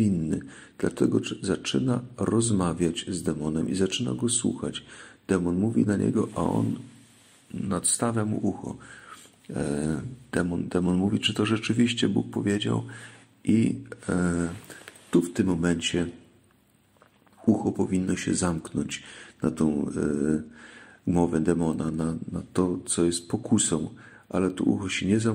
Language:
Polish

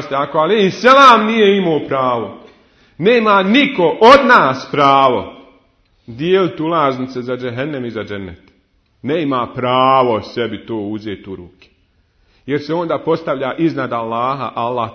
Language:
Bosnian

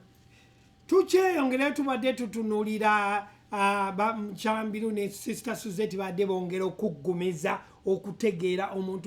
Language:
Ganda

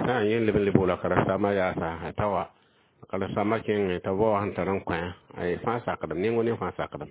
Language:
Mossi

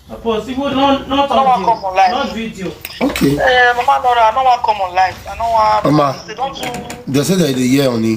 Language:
Nigerian Pidgin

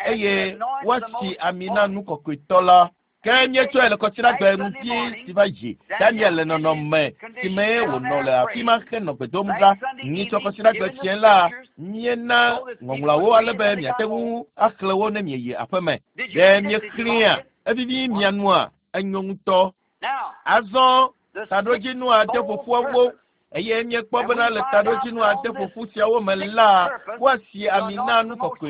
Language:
Ewe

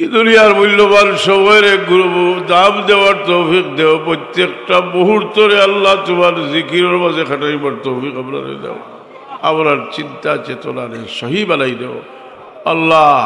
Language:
Sylheti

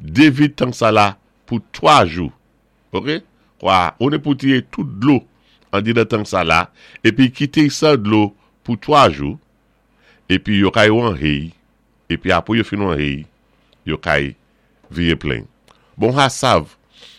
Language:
Saint Lucian Creole French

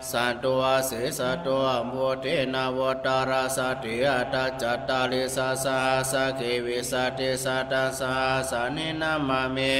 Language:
Pali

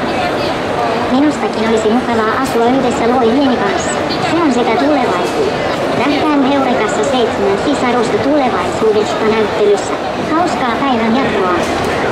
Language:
Finnish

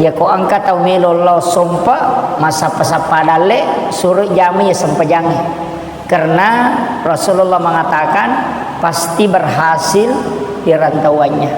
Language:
Buginese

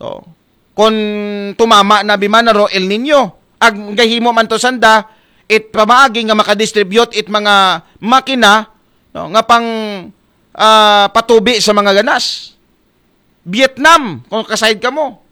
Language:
Aklanon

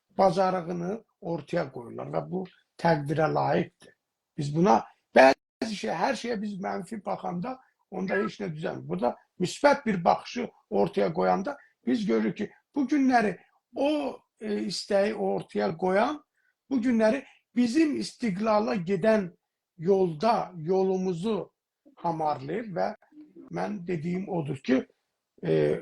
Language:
South Azerbaijani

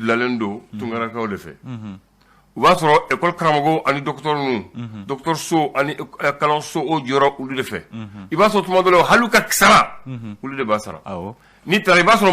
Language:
Bambara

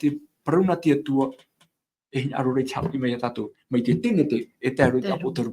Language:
Tahitian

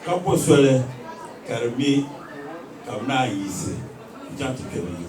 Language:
Dagbani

